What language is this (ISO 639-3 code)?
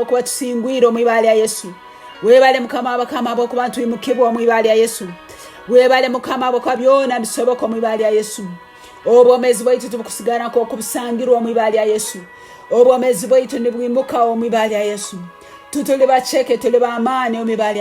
ttj